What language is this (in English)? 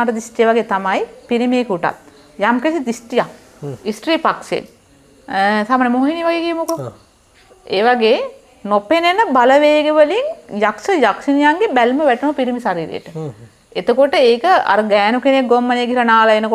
Sinhala